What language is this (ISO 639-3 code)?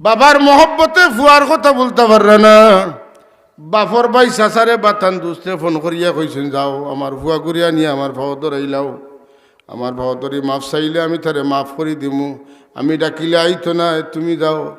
syl